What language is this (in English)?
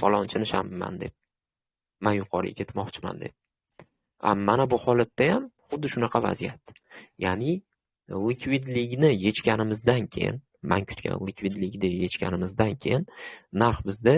Uzbek